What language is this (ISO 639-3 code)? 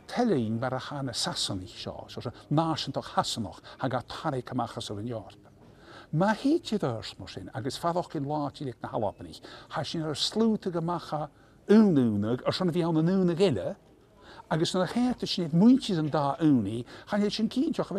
gla